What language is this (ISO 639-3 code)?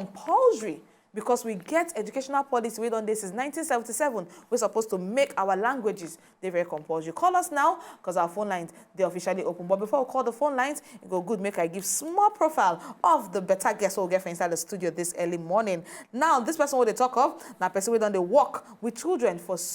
pcm